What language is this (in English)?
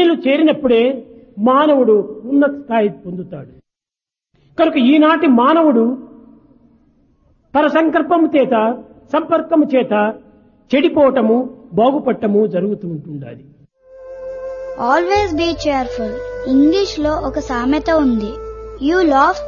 Telugu